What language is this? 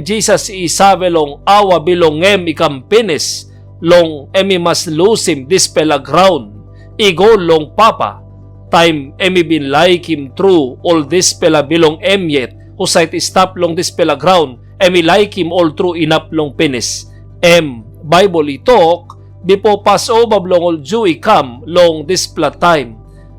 Tok Pisin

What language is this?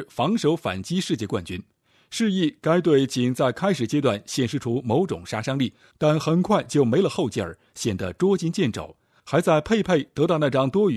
Chinese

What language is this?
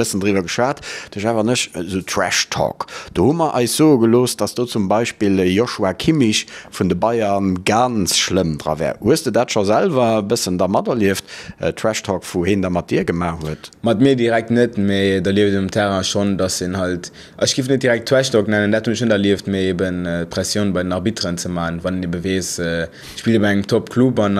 Luxembourgish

